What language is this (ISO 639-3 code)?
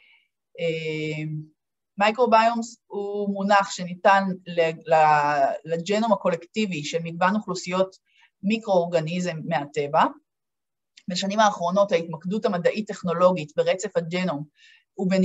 heb